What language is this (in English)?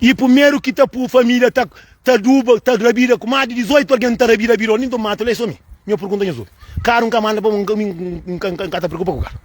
Kabuverdianu